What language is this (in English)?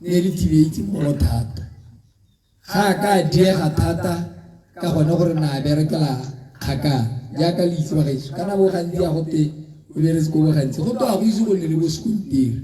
Tswana